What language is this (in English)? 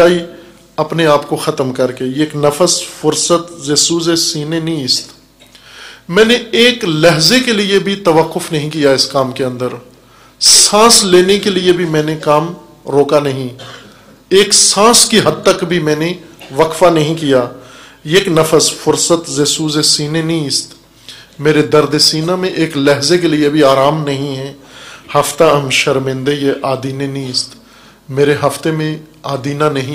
Urdu